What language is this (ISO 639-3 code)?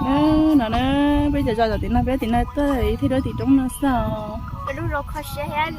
hmn